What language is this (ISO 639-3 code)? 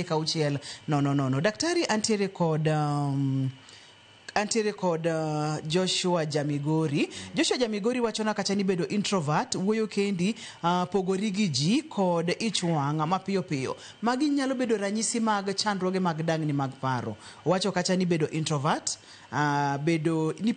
luo